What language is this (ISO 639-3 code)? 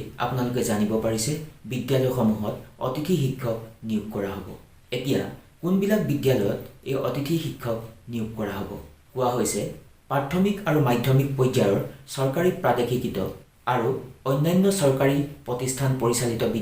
asm